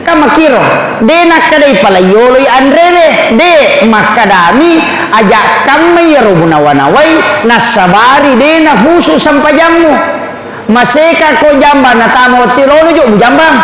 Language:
Buginese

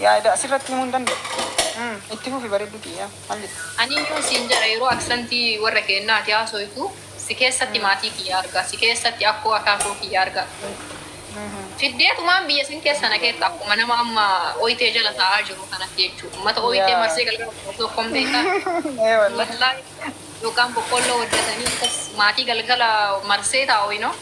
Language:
Oromo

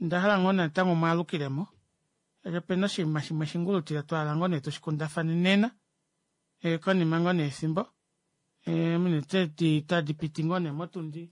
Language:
Kuanyama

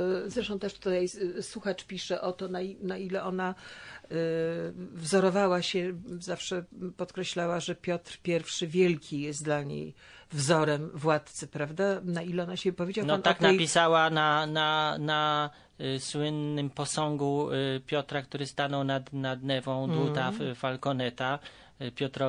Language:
Polish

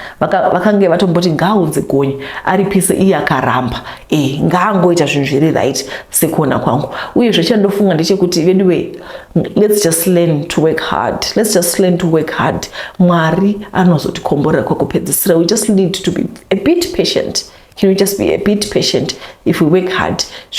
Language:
Shona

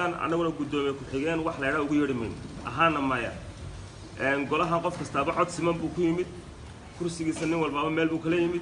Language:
Somali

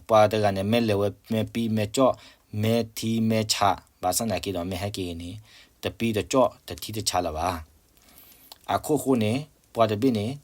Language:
S'gaw Karen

